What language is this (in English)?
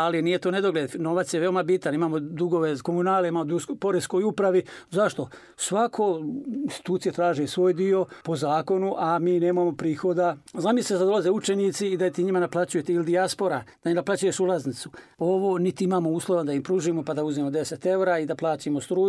Bosnian